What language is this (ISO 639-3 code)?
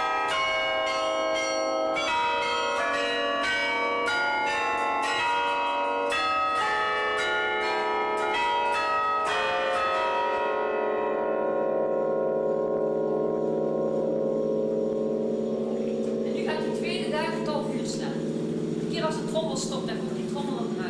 nld